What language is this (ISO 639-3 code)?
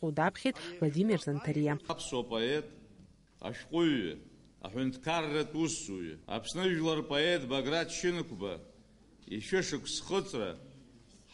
abk